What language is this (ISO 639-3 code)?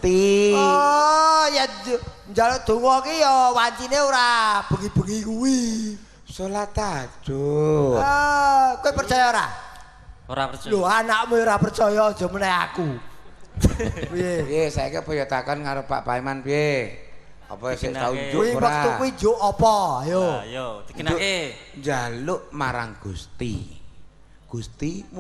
jav